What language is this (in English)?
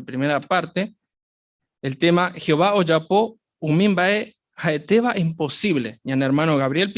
Guarani